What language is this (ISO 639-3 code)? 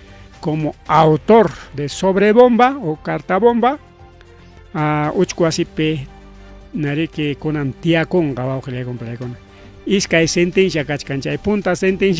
quy